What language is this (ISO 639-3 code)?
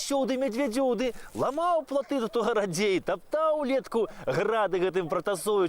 bel